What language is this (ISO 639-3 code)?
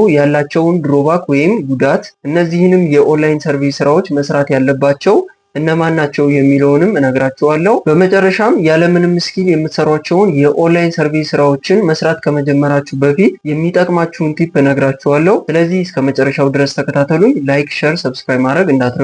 amh